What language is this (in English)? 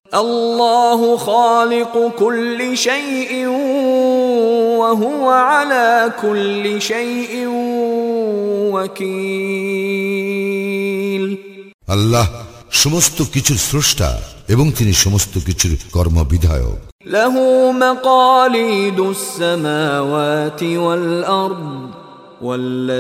Bangla